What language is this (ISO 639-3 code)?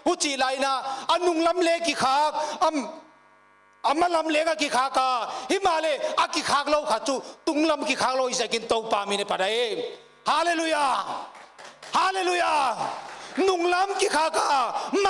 pck